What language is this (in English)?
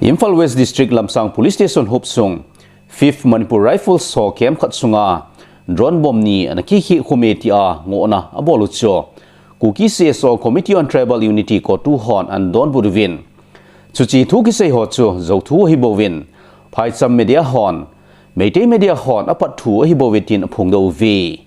Thado Chin